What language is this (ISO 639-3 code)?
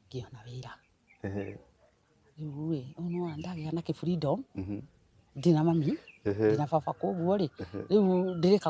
kik